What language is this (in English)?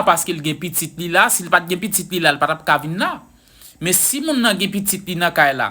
Haitian Creole